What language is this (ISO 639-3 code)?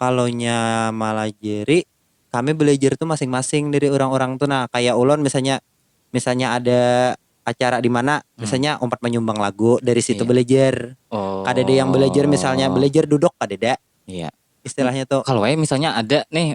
bjn